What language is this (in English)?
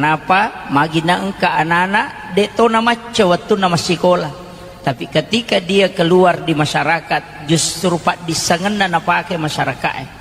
Buginese